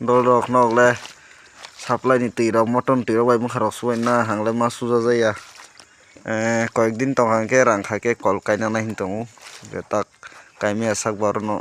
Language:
Kok Borok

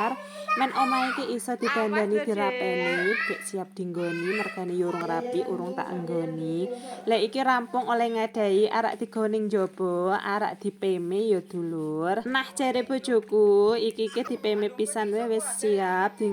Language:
Javanese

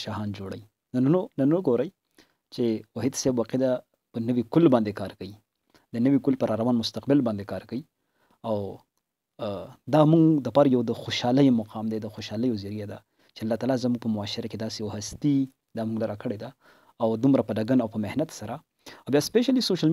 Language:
Pashto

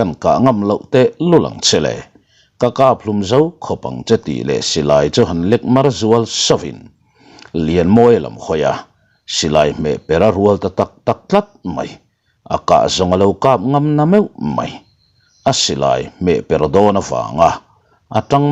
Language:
Mizo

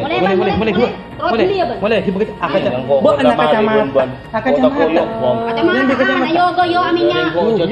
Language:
Madurese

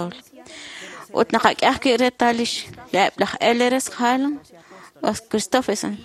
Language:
Kekchí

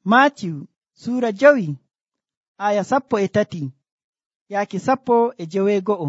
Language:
Nigerian Fulfulde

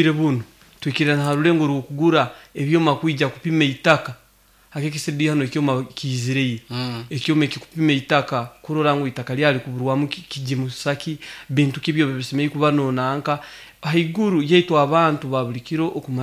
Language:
Nyoro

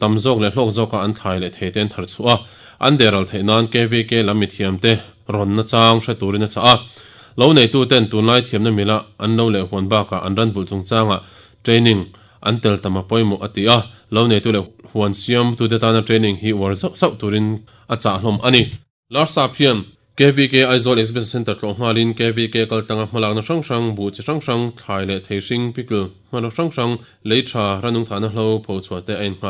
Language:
Mizo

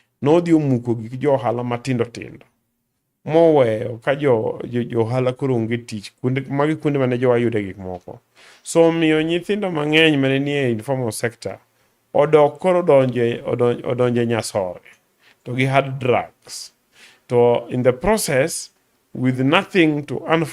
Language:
Luo (Kenya and Tanzania)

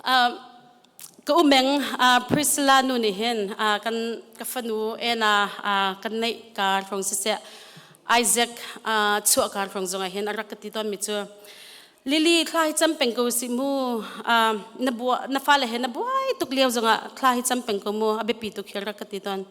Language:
Hakha Chin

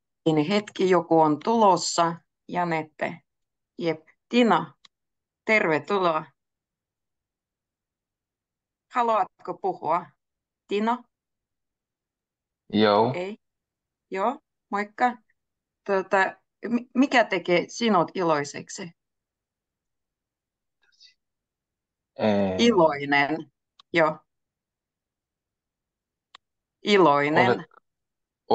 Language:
Finnish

